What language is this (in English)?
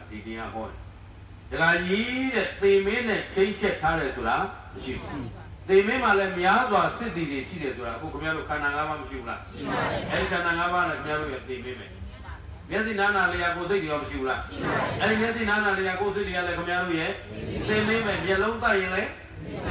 Burmese